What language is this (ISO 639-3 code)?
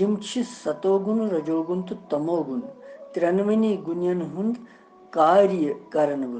kas